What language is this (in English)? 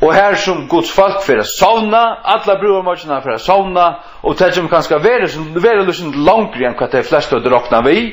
Faroese